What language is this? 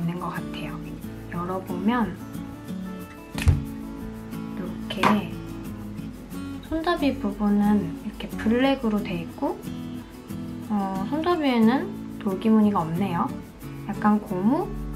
Korean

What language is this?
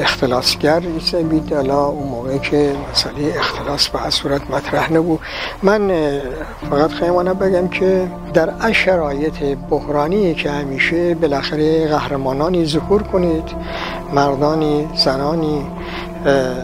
Gilaki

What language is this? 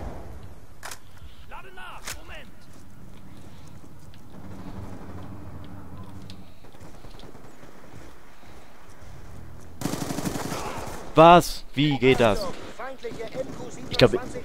German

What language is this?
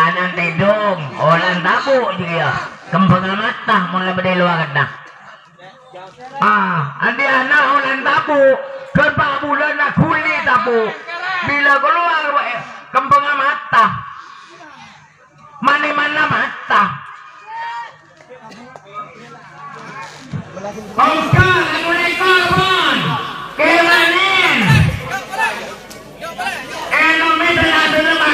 Malay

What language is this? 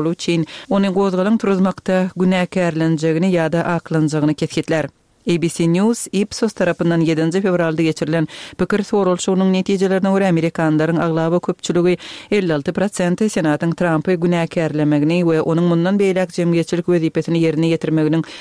Turkmen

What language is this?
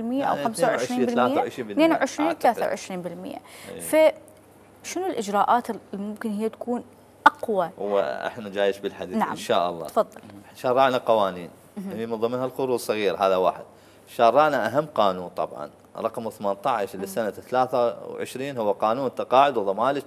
Mesopotamian Arabic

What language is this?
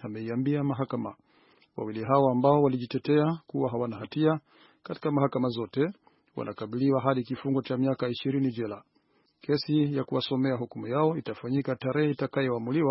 Swahili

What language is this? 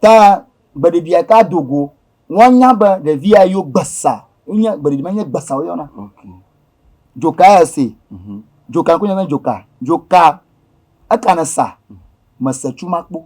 Ewe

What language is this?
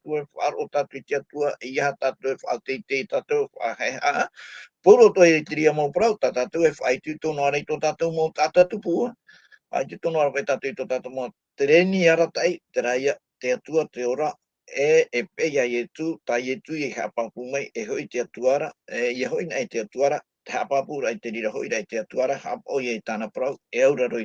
Tahitian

